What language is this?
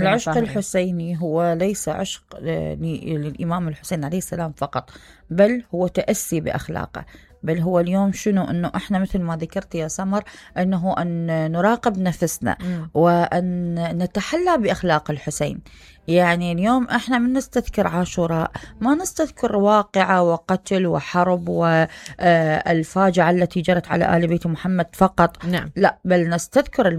Mesopotamian Arabic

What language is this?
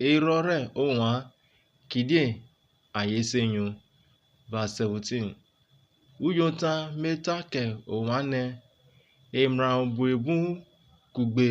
Urhobo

